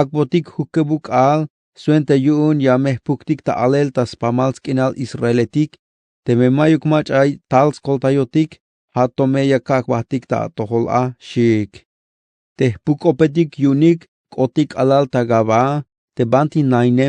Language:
Tzeltal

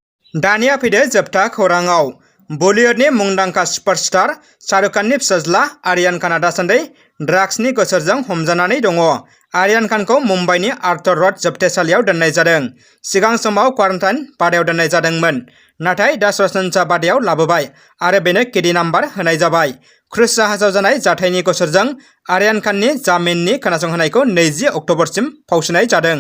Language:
Bodo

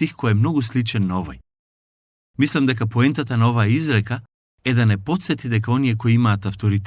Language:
Macedonian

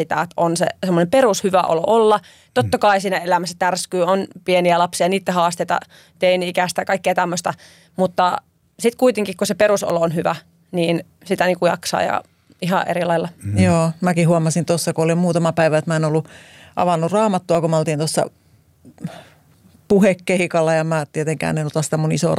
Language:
Finnish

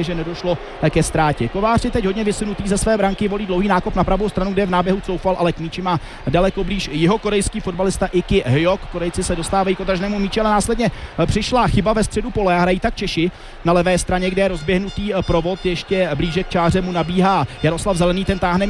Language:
Czech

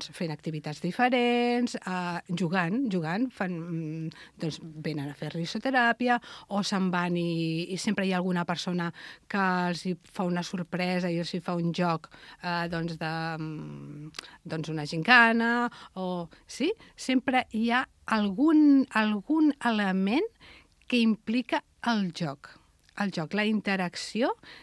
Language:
Catalan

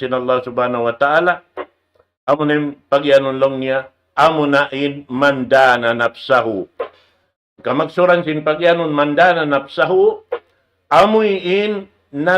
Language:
Tausug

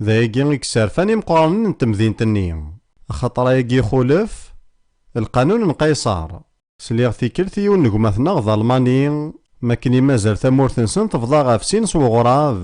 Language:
Kabyle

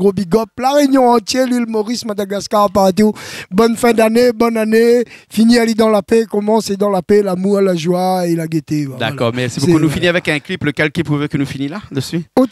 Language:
Réunion Creole French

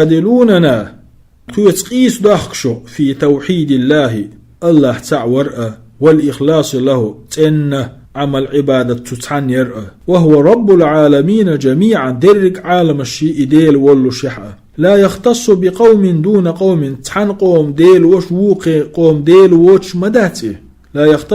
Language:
Chechen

